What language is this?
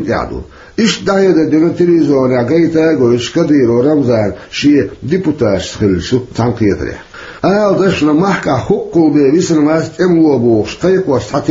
Chechen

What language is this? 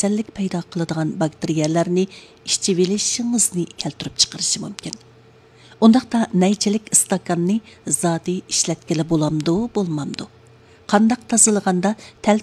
Uyghur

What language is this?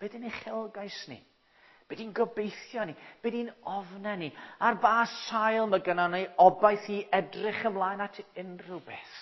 Welsh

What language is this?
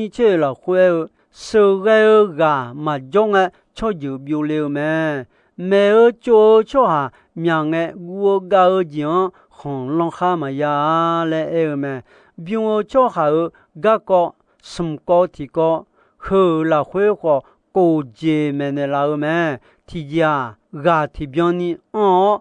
Akha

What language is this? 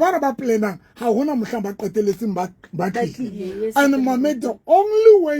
Southern Sotho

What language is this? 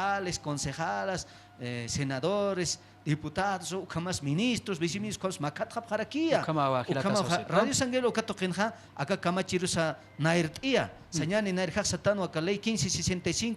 Aymara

